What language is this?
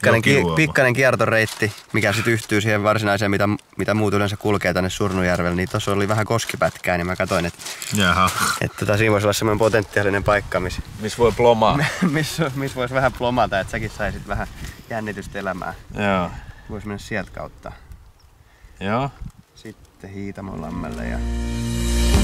Finnish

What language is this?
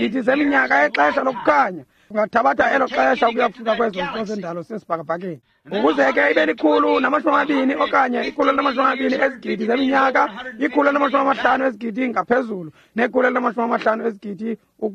Xhosa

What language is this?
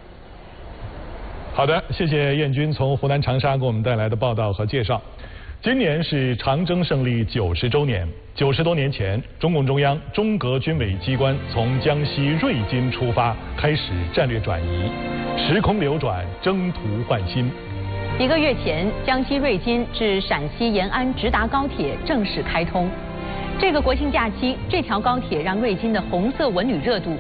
Chinese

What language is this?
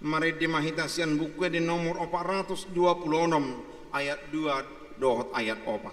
Batak Toba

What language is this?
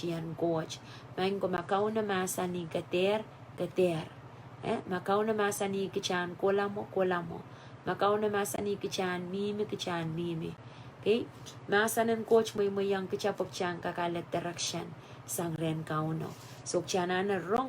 Pohnpeian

